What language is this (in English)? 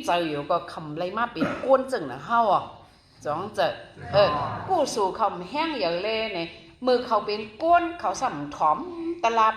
Shan